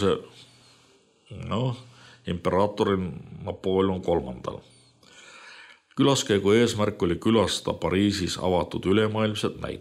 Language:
Estonian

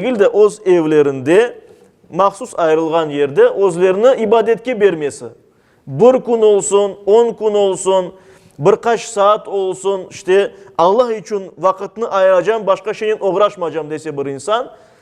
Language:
Crimean Tatar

